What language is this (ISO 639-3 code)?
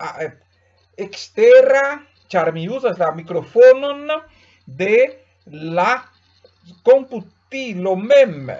epo